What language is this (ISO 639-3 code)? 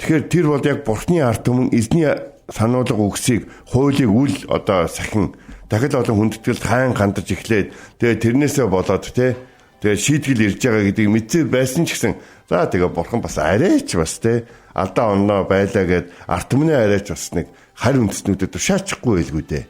mon